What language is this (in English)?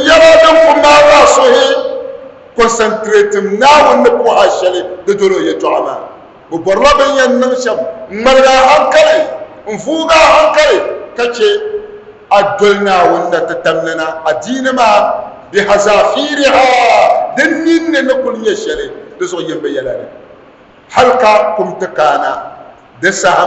Dagbani